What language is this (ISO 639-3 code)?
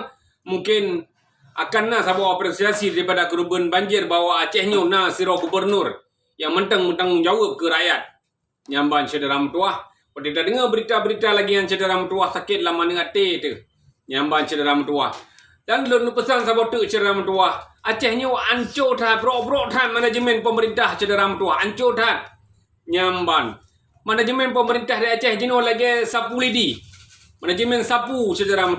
ace